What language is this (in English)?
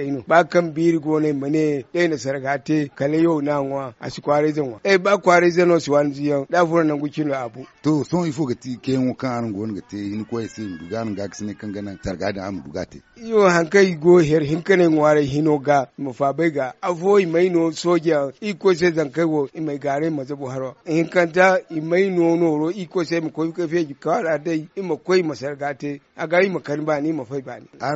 Zarma